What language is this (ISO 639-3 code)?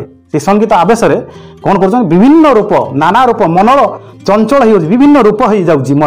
ori